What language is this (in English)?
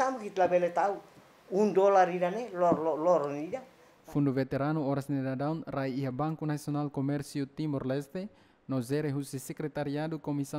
Tetum